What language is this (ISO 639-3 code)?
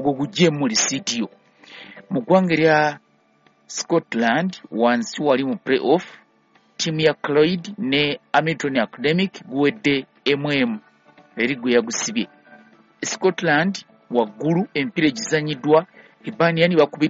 lug